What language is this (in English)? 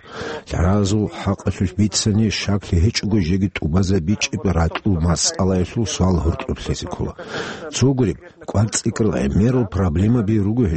Avaric